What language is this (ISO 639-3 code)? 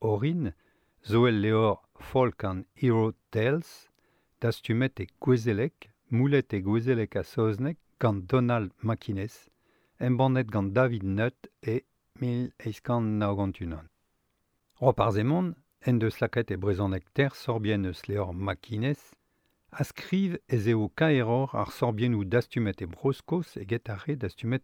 bre